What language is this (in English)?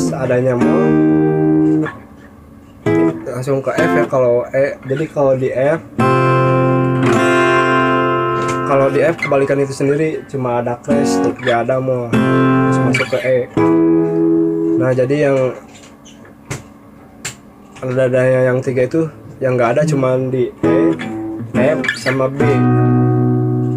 Indonesian